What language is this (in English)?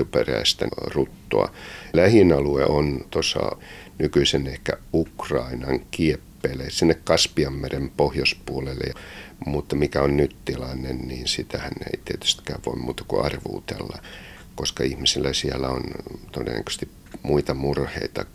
Finnish